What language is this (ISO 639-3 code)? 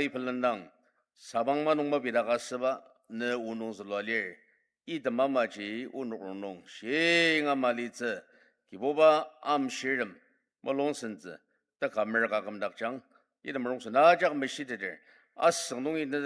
njo